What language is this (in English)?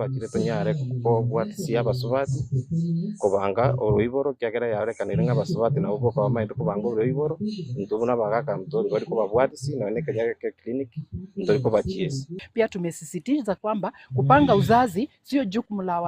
Gusii